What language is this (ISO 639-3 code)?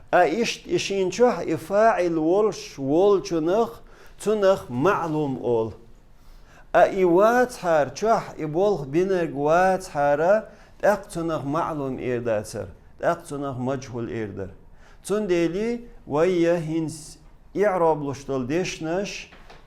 che